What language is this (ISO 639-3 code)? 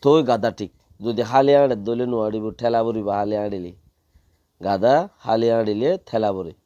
rhg